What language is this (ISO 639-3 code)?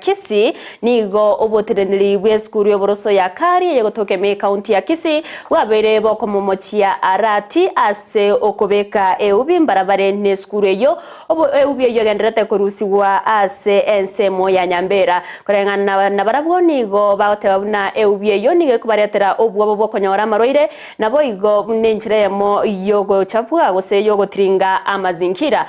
guz